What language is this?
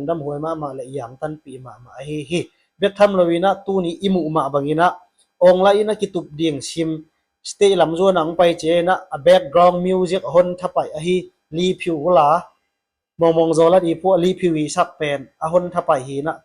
Tedim Chin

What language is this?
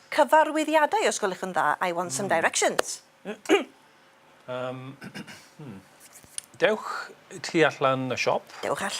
Welsh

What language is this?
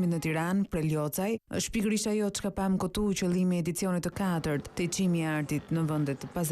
Albanian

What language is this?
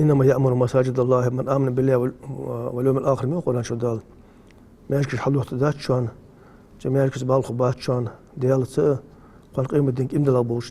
Ingush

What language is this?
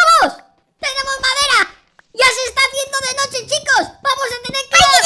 Spanish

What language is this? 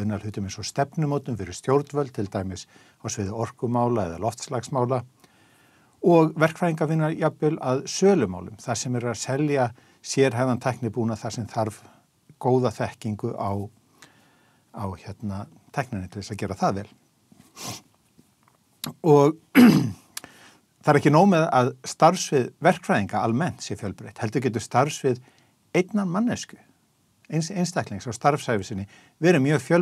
Icelandic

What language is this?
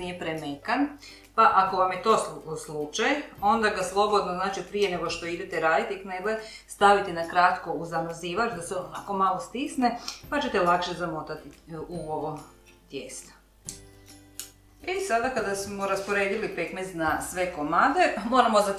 Croatian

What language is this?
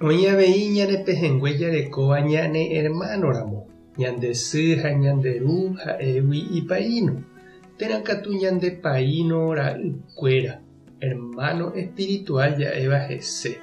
Guarani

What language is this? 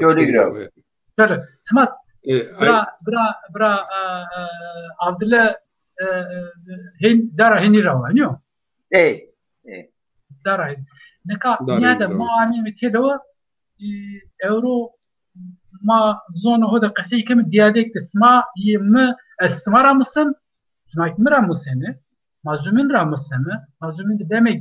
Zaza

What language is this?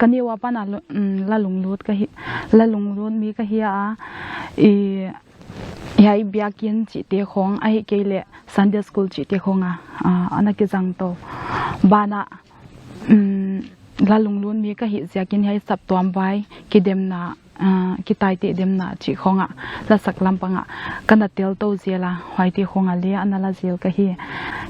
Paite Chin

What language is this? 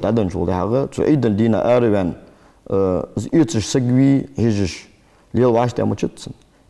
Ingush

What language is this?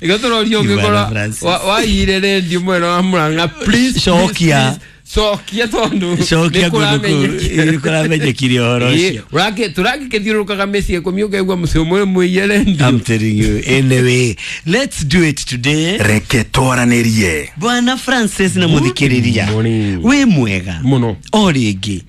Kikuyu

